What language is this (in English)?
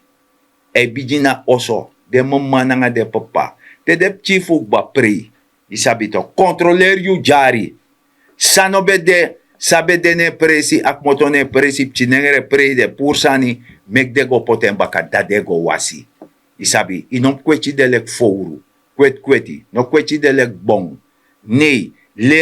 Sranan Tongo